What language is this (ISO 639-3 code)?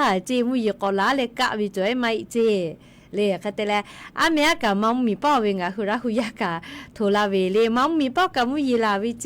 lhu